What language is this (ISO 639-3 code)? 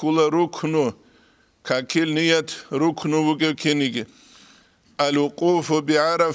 ava